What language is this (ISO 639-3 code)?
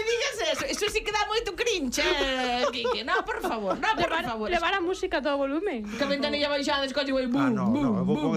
glg